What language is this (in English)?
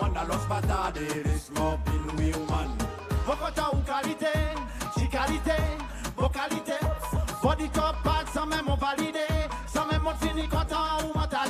Seselwa Creole French